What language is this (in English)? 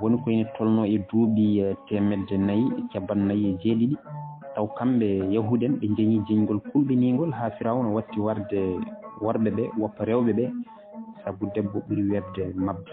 Fula